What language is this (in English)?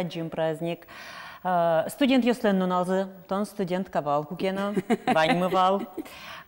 Udmurt